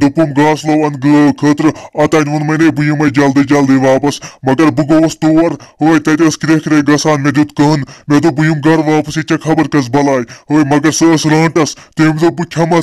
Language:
Kashmiri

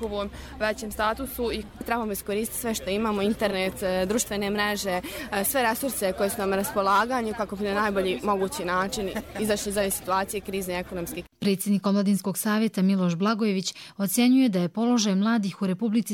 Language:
Croatian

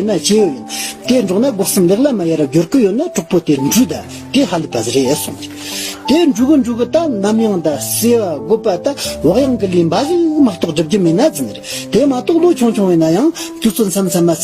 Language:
Tibetan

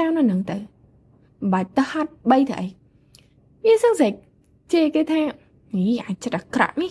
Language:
Khmer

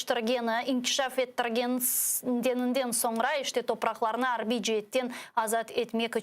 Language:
Crimean Tatar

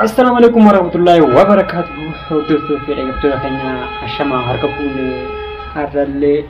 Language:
Oromo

